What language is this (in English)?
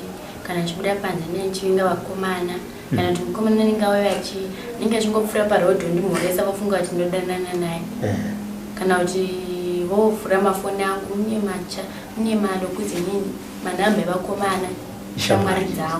Shona